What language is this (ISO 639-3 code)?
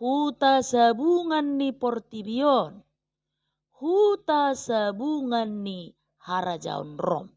bbc